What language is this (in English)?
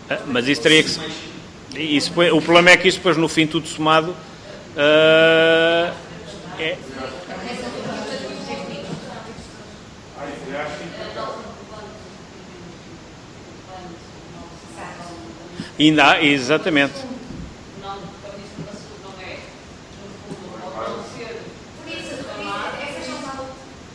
Portuguese